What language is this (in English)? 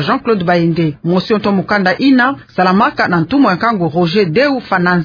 Kituba (Democratic Republic of Congo)